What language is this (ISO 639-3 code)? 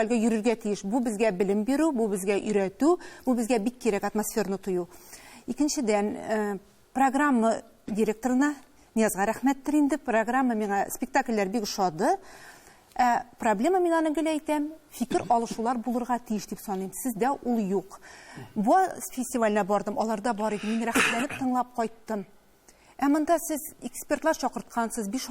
tat